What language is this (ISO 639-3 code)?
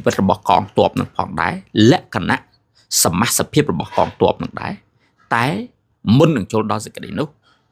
khm